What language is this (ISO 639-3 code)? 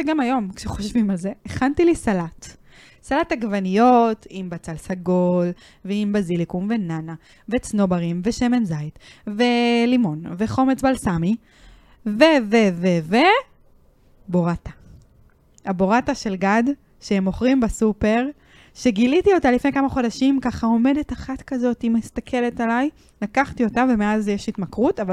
heb